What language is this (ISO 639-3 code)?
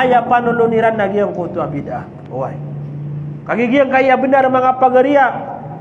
mrw